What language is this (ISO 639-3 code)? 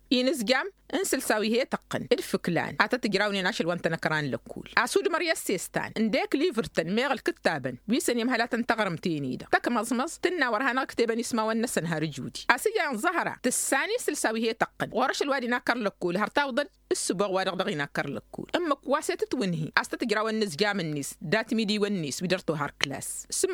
taq